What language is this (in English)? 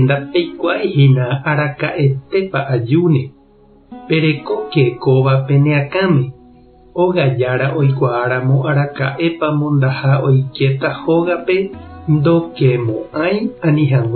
Guarani